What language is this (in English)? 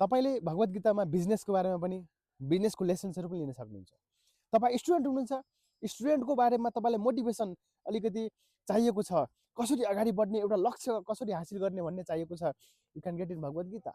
Nepali